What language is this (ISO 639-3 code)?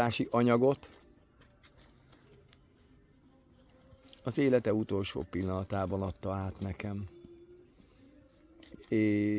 hun